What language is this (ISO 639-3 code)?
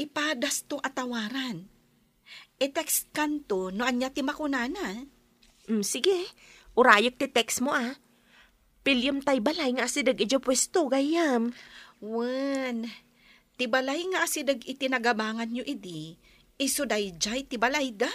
ilo